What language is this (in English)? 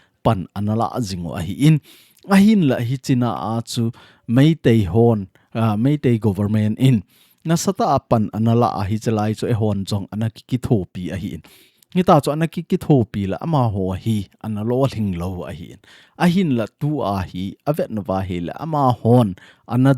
Thado Chin